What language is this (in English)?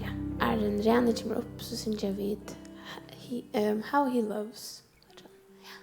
Faroese